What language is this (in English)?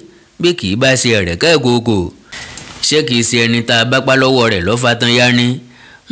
Yoruba